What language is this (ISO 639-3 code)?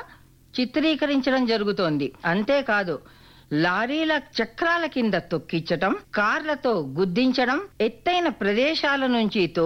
tel